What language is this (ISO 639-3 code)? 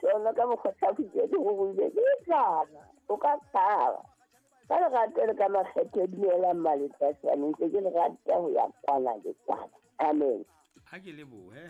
sot